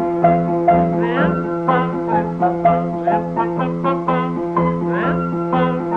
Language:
Hebrew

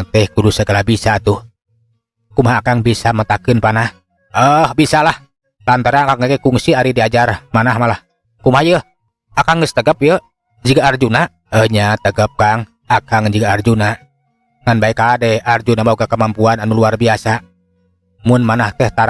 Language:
Sundanese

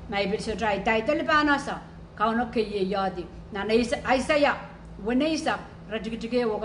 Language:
Pohnpeian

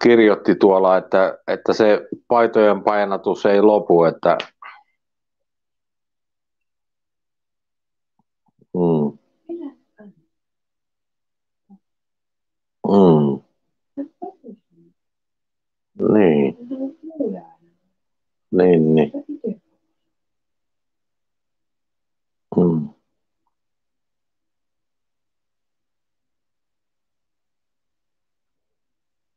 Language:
Finnish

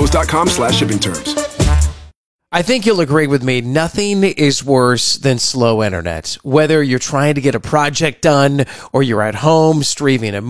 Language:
English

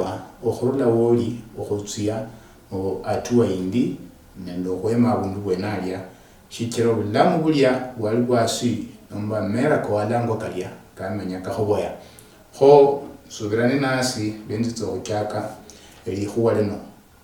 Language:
Luyia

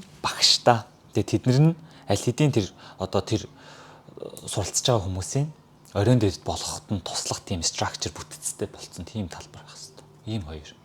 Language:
Mongolian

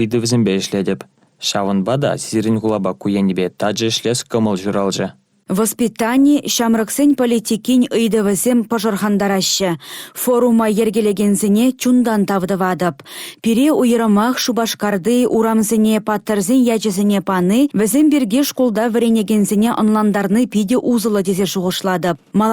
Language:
Chuvash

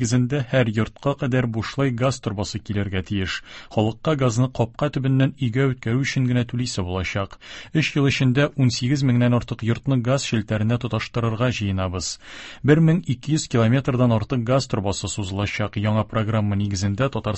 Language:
Tatar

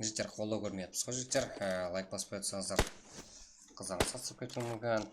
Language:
Kara-Kalpak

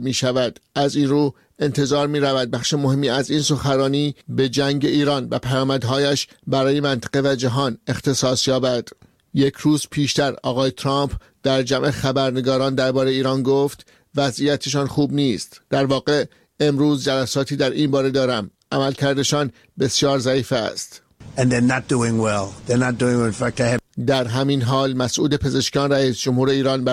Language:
Persian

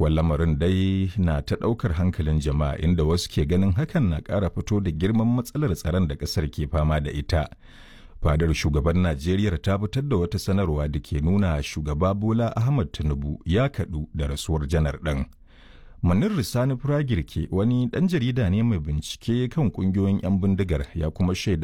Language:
Hausa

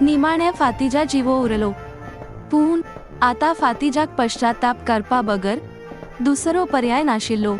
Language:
Konkani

